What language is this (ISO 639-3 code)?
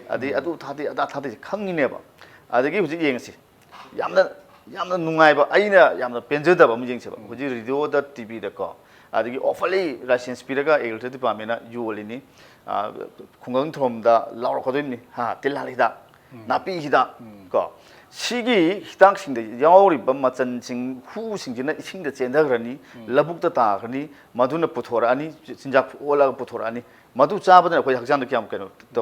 mni